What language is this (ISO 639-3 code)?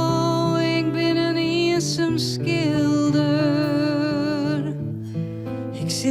fry